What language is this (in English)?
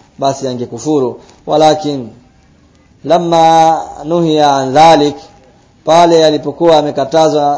Swahili